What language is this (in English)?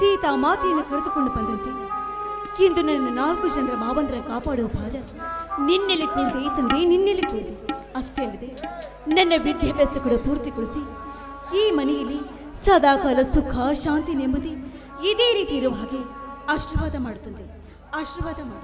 Kannada